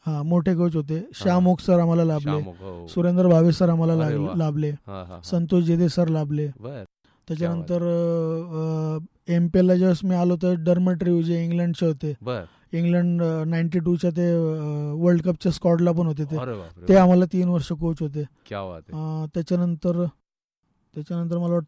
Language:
Marathi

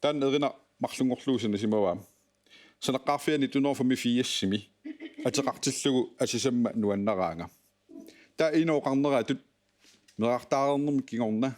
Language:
Kalaallisut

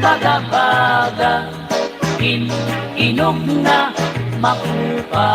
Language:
Waray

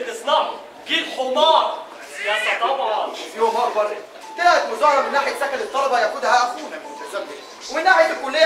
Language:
Egyptian Arabic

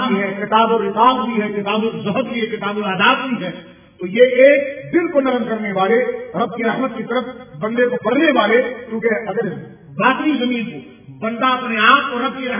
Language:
Urdu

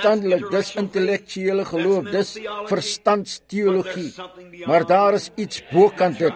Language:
Afrikaans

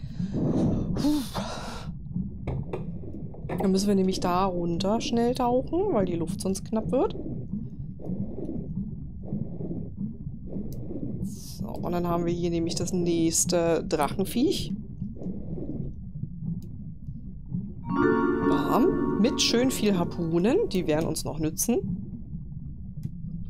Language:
German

